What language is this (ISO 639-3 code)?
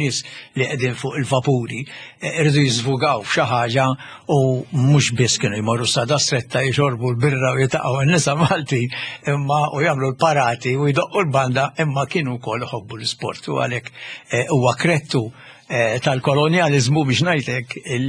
mlt